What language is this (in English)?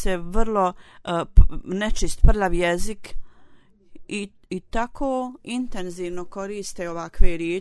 Bosnian